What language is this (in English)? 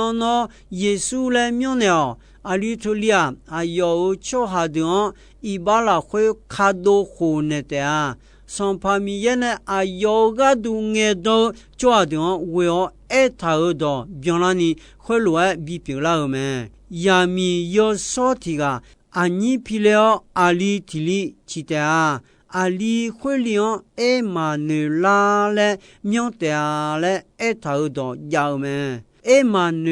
Akha